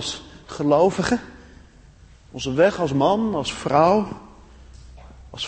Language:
Dutch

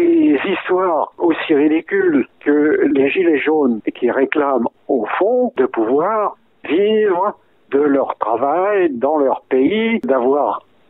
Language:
French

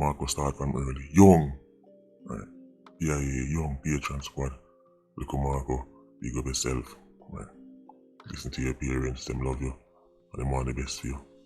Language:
Jamaican Creole English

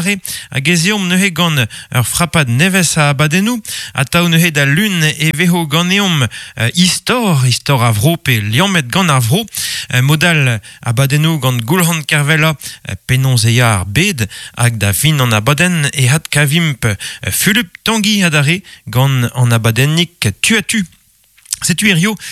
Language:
Breton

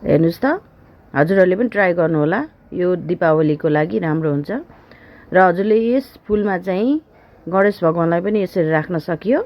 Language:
Nepali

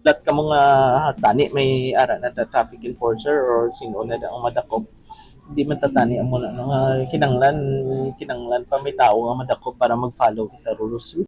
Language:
Hiligaynon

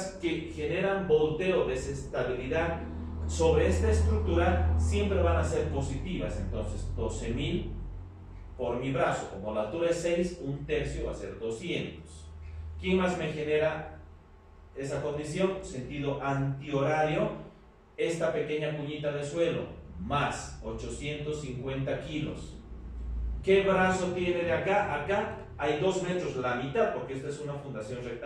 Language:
Spanish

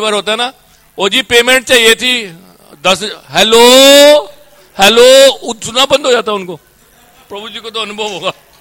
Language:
Hindi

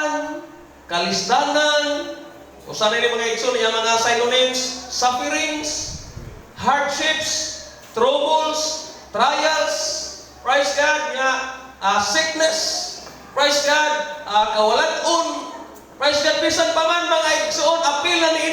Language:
Cebuano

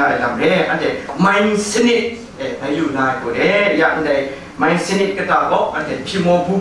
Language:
Kachin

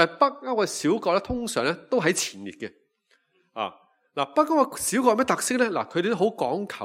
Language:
Cantonese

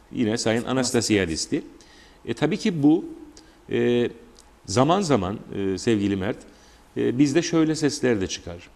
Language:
Turkish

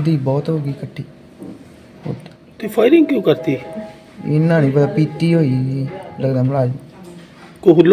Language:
Punjabi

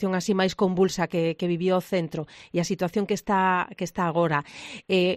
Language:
Galician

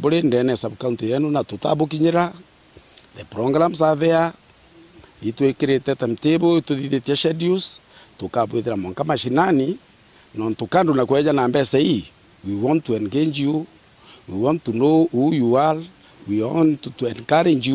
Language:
Meru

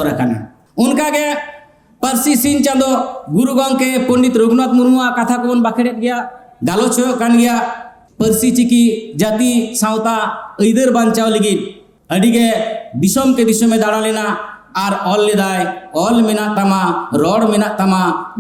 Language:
Santali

